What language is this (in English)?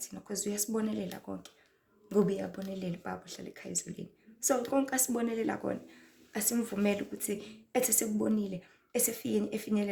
Zulu